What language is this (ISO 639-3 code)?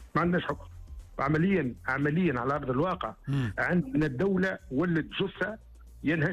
aeb